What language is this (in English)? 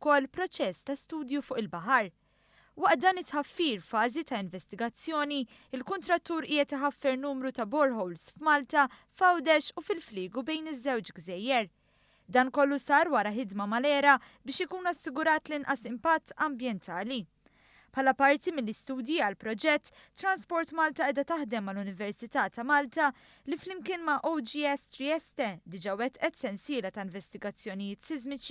Maltese